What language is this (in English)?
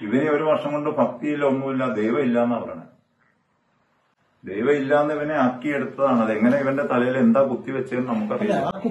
Malayalam